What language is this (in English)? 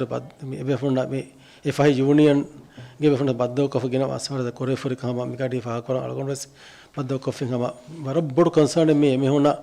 Divehi